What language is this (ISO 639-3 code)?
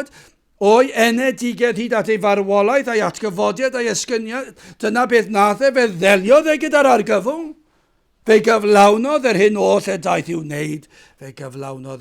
cym